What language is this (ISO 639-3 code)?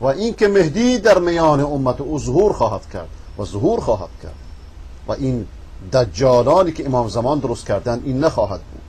fas